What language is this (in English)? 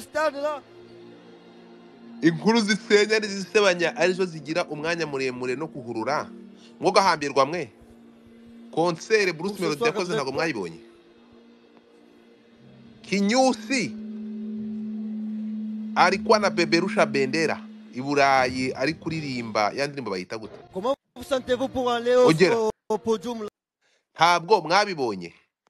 Kinyarwanda